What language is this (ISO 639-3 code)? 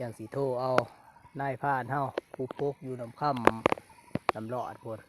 lao